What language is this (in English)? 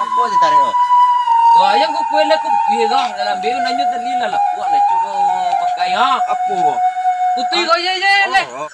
Minangkabau